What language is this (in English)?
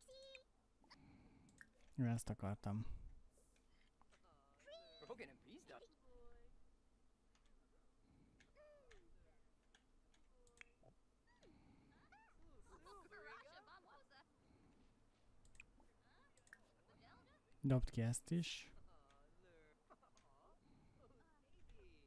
Hungarian